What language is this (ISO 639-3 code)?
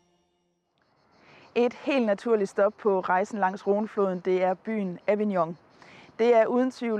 dan